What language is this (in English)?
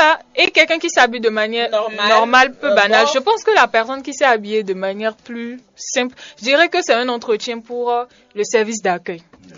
French